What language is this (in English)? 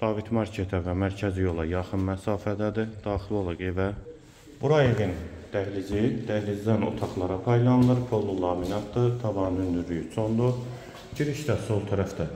Azerbaijani